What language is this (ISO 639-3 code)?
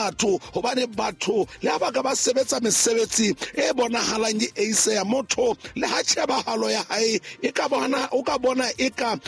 sot